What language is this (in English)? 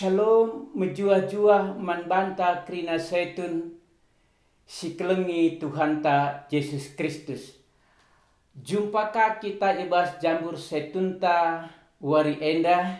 Batak Karo